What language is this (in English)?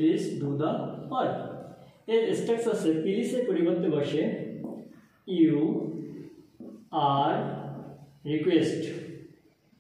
Bangla